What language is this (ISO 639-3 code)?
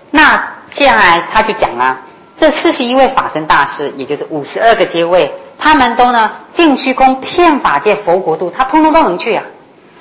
zho